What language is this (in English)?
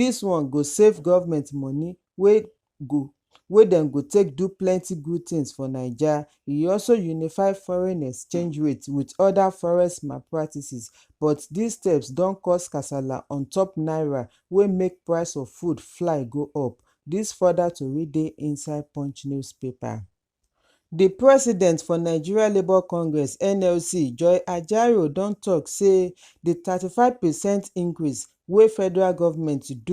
Nigerian Pidgin